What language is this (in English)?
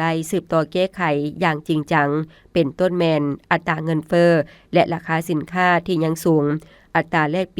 Lao